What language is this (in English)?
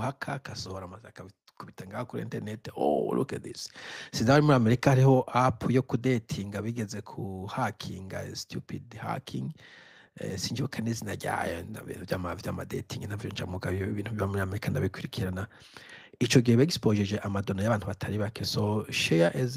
Rundi